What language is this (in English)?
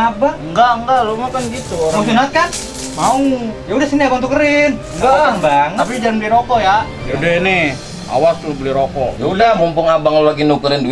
Betawi